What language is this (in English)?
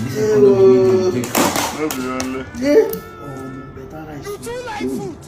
Nigerian Pidgin